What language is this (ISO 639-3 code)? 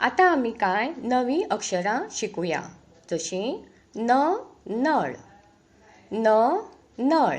kok